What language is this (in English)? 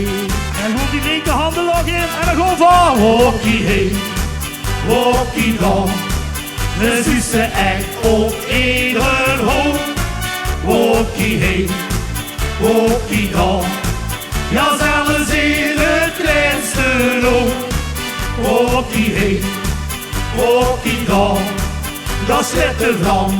Limburgish